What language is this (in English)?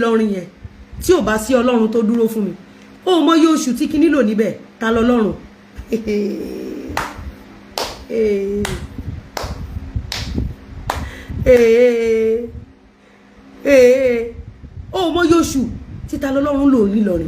Yoruba